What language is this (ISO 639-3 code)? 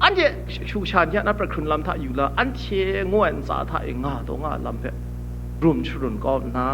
kac